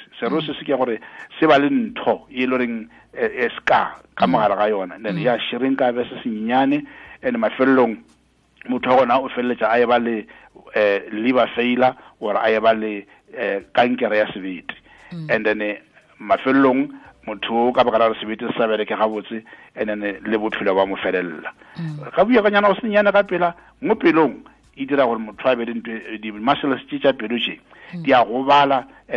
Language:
Northern Sotho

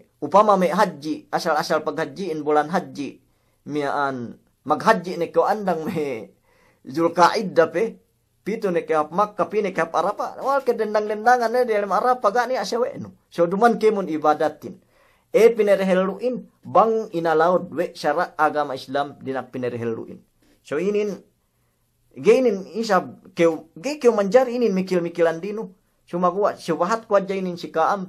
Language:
Yakan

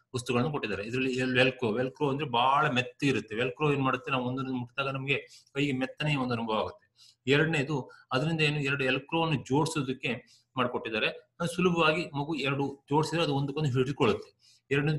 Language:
Kannada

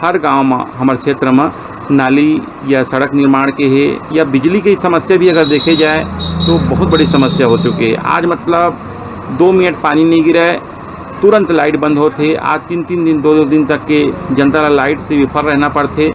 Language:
Chhattisgarhi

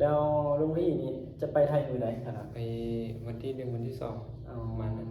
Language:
Northeastern Thai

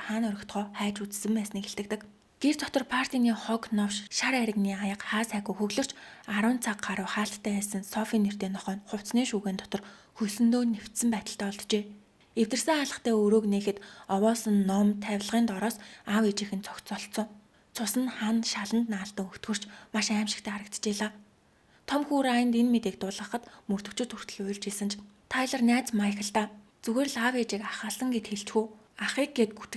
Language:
Mongolian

